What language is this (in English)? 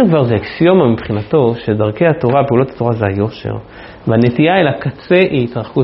Hebrew